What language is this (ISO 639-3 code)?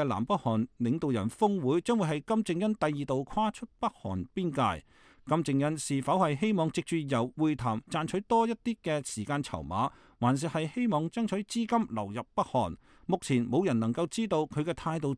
yue